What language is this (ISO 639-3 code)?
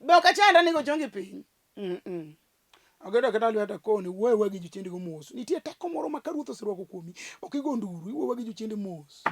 luo